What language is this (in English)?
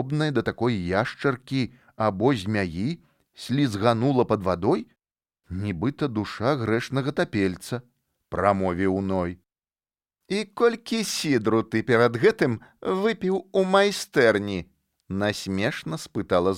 Belarusian